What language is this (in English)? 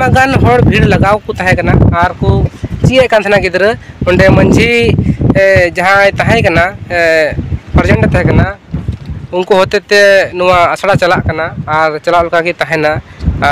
Santali